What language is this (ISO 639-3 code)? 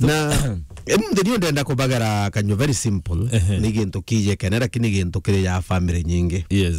mer